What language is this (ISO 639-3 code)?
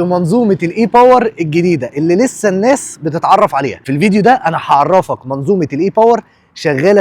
arz